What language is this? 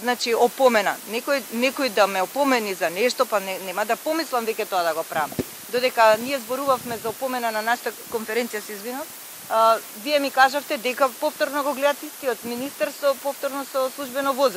Macedonian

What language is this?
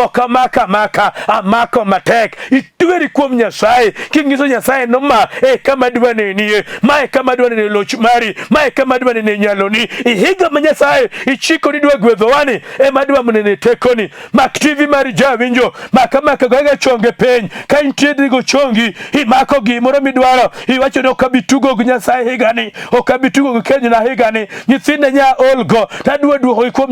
Luo (Kenya and Tanzania)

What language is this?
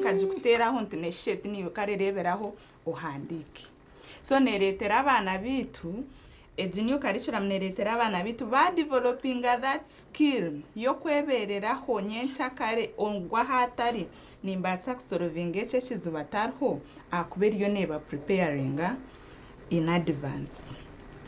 Nyankole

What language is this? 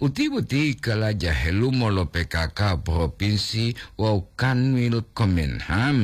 Gorontalo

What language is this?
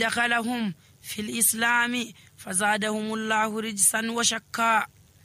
Nigerian Fulfulde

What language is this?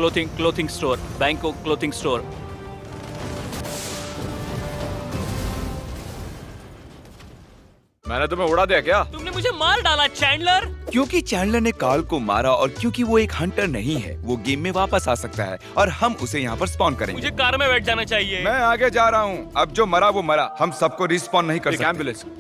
Hindi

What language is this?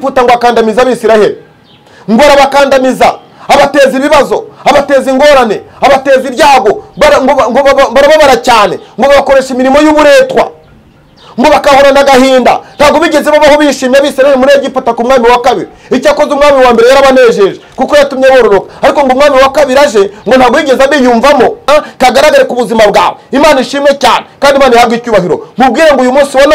Kinyarwanda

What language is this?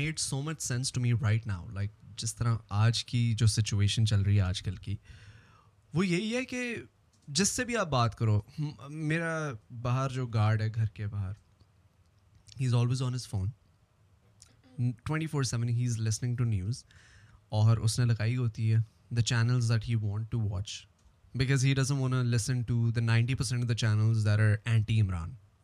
Urdu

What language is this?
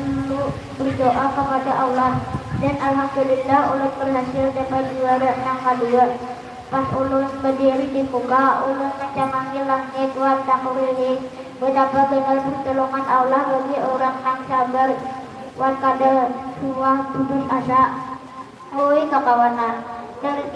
Banjar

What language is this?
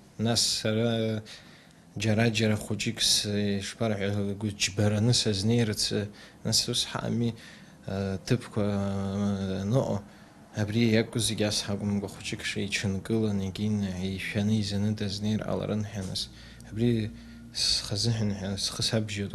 Abkhazian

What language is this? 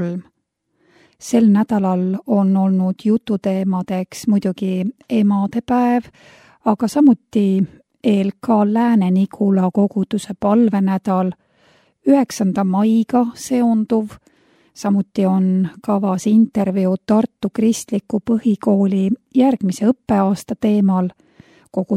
Estonian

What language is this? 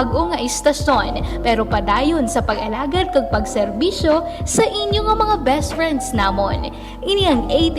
Hiligaynon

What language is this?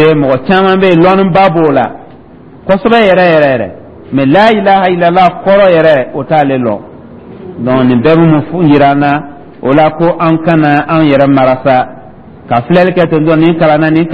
Dyula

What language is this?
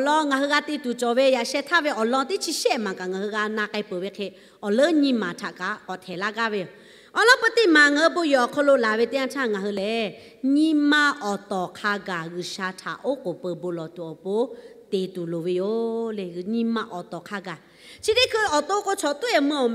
Lahu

